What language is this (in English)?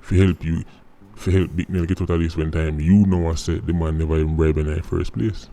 Jamaican Creole English